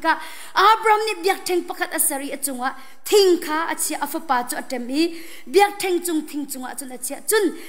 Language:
Hakha Chin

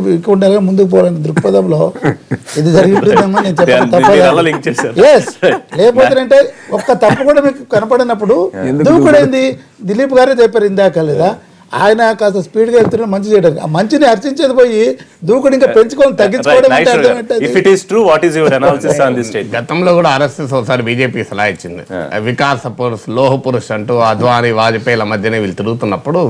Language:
Telugu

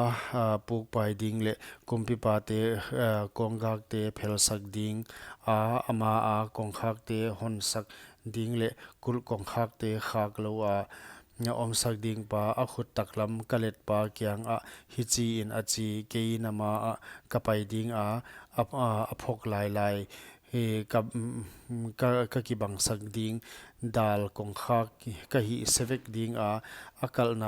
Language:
Paite Chin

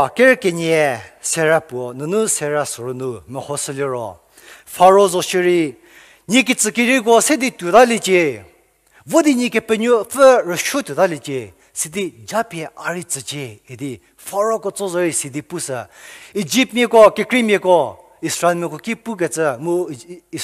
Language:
Angami Naga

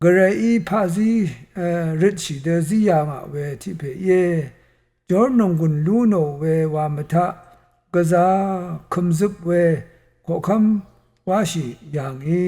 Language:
Rawang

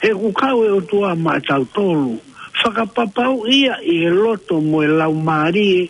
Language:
Tongan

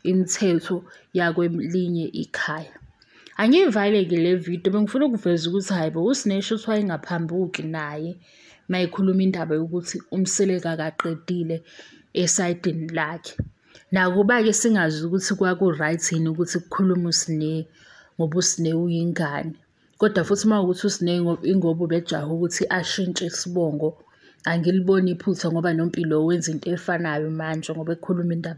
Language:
Zulu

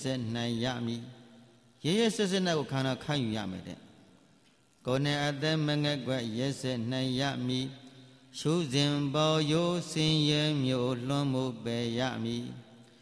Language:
Burmese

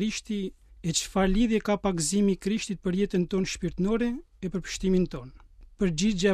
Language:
Albanian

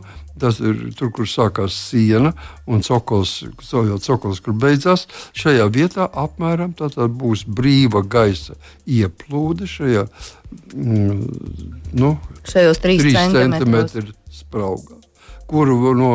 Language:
Latvian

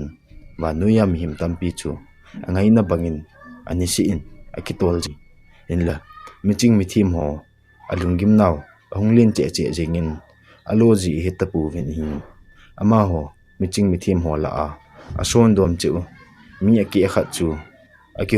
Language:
Thado Chin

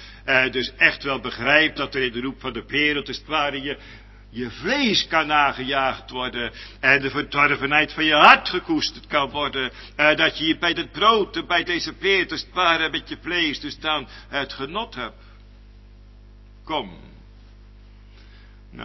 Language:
Dutch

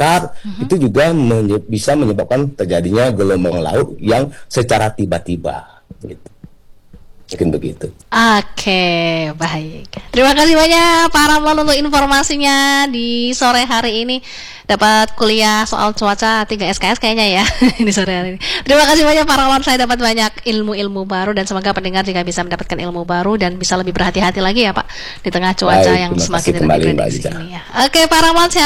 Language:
Indonesian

